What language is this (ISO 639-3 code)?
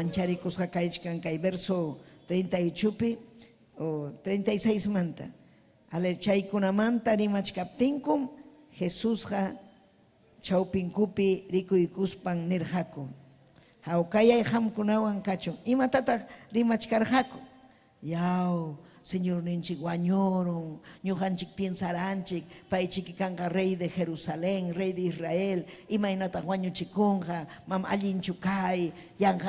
quy